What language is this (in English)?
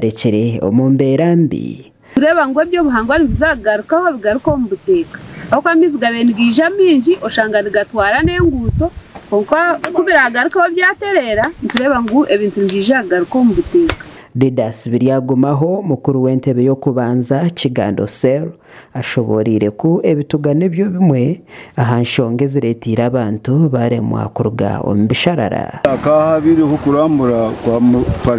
Nyankole